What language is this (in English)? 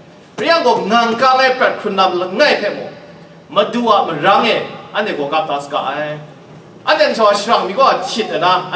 Kachin